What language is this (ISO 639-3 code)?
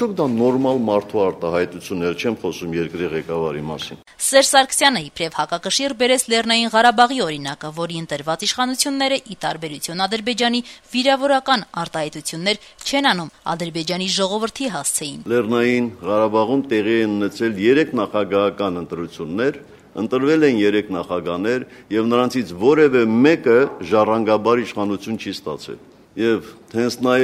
hye